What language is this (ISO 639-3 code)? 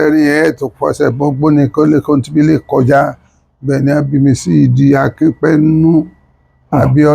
yor